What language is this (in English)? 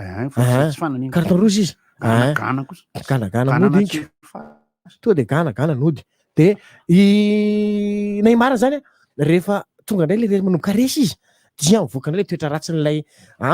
Malagasy